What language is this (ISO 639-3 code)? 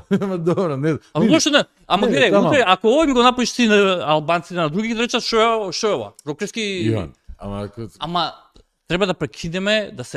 mkd